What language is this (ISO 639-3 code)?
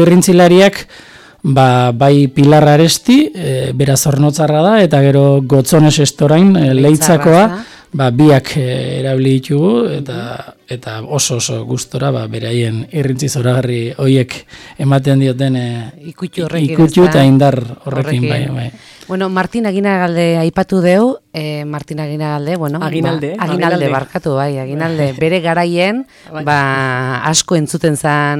eus